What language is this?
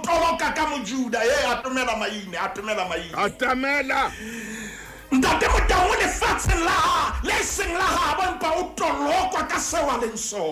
Southern Sotho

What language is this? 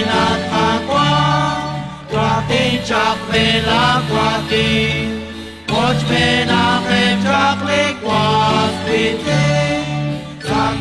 Kekchí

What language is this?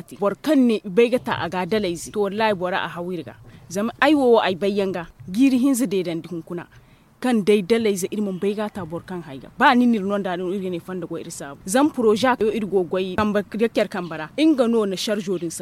Zarma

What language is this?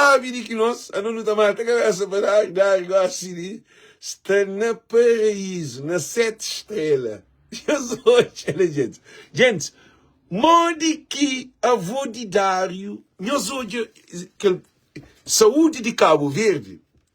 Kabuverdianu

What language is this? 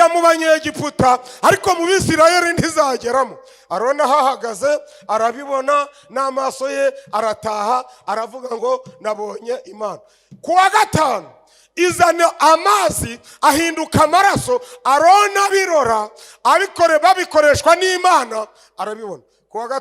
Kinyarwanda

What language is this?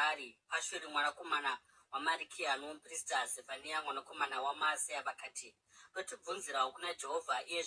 Shona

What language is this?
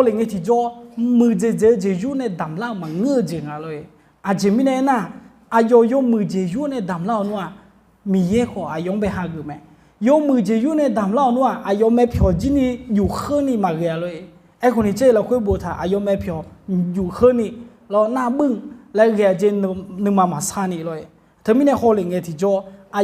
Akha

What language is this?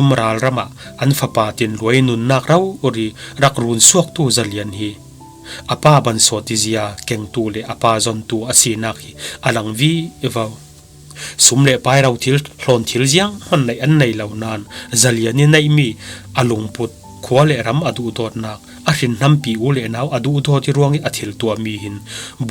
Falam Chin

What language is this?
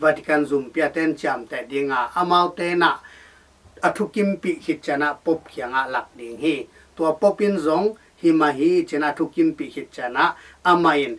Tedim Chin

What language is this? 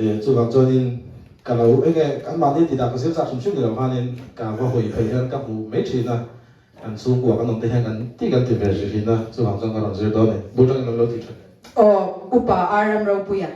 Mizo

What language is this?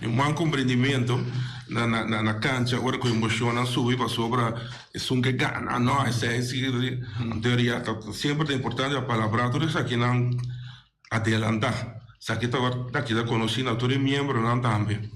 Papiamento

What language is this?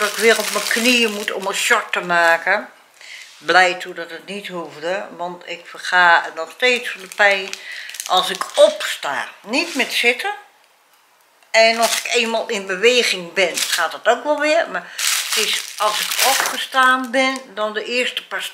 Dutch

